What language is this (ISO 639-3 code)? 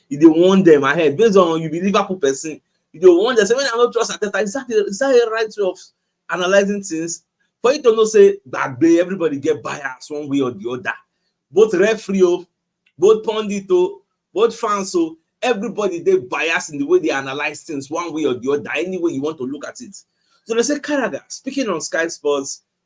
pcm